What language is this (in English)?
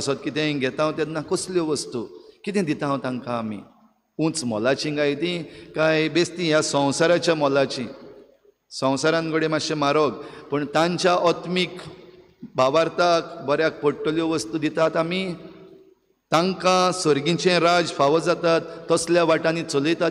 Konkani